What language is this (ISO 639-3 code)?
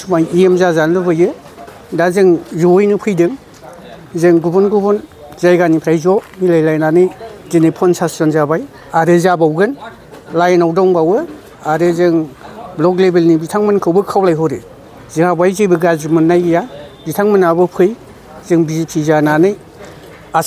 brx